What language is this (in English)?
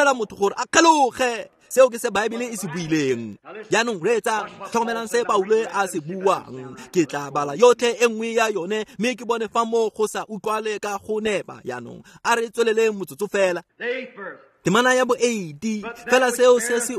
Tswana